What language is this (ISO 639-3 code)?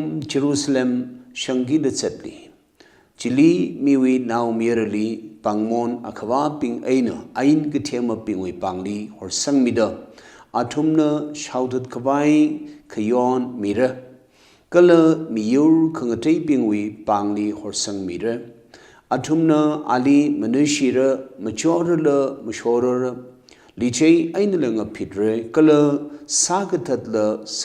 nmf